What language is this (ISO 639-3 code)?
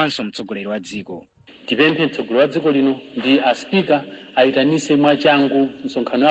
nya